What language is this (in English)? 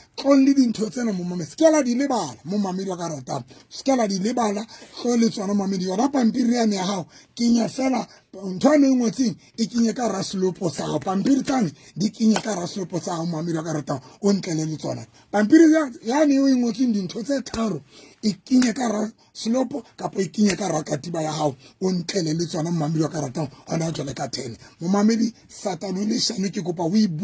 Southern Sotho